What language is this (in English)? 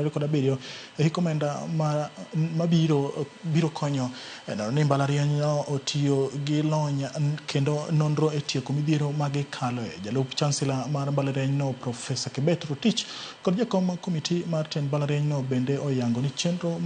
Luo (Kenya and Tanzania)